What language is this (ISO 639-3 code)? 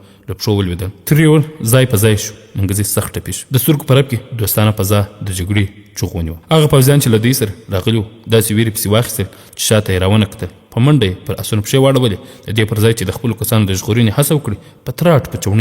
pus